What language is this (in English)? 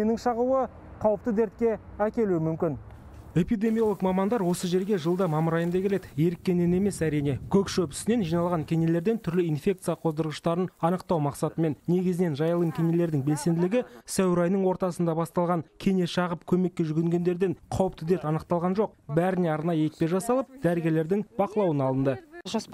Kazakh